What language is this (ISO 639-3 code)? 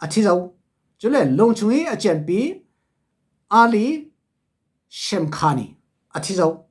cfm